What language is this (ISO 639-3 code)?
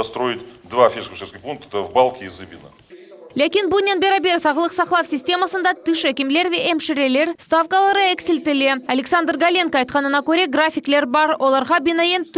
crh